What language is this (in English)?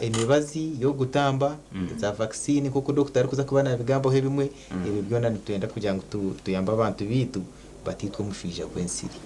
Nyankole